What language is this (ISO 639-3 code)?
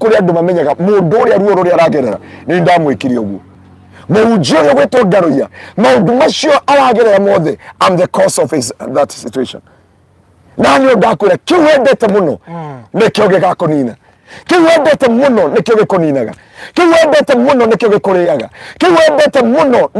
kik